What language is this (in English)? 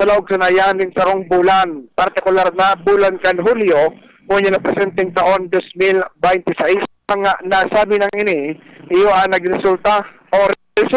Bikol